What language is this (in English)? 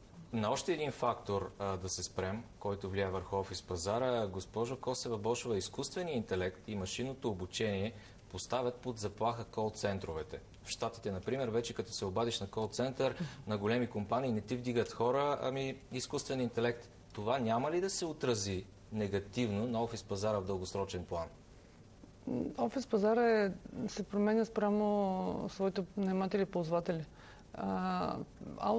Bulgarian